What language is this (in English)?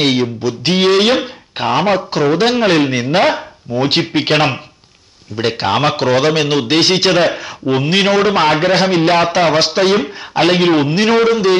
Malayalam